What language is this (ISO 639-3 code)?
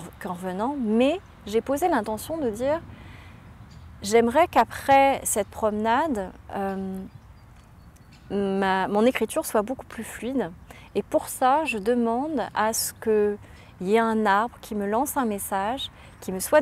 fra